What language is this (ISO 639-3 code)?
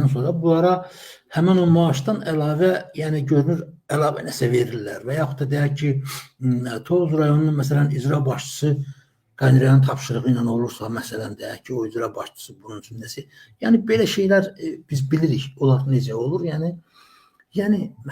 aze